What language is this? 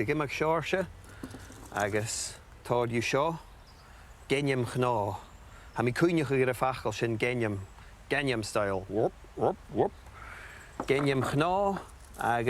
Scottish Gaelic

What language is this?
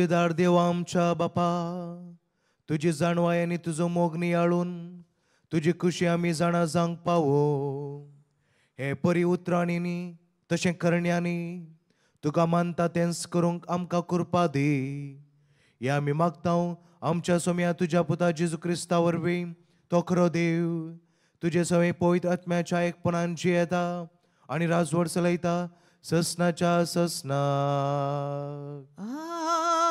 Konkani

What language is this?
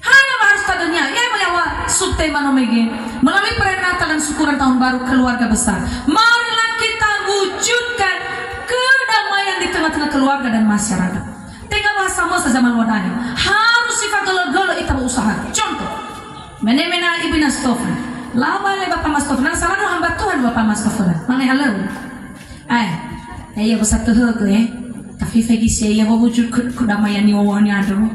Nias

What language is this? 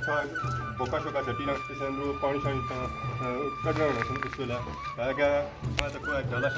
Pahari-Potwari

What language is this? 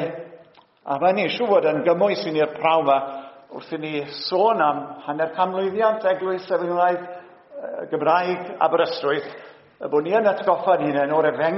Welsh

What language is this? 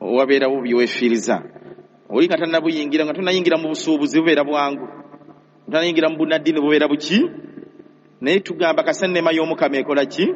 Ganda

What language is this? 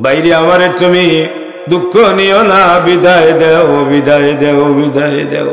Sylheti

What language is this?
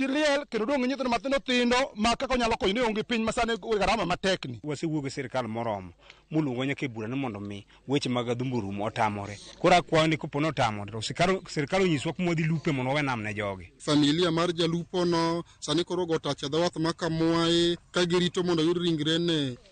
Luo (Kenya and Tanzania)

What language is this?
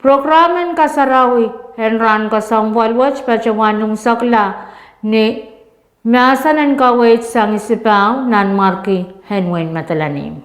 Pohnpeian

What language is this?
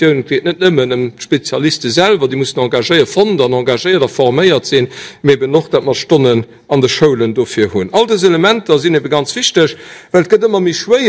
Luxembourgish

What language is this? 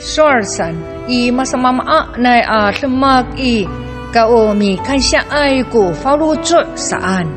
Amis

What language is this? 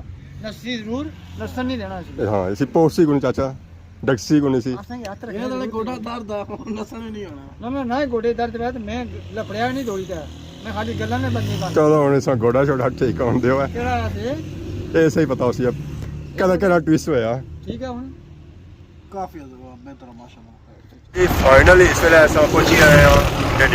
Pahari-Potwari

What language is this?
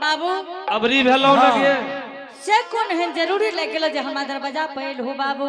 Angika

